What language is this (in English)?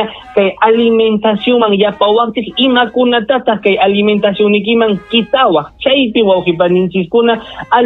Ayacucho Quechua